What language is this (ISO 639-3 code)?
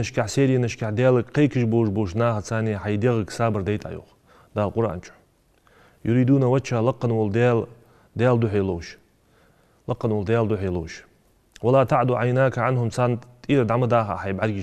inh